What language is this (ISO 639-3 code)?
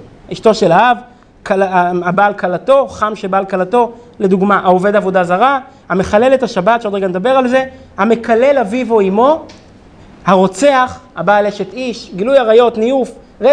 heb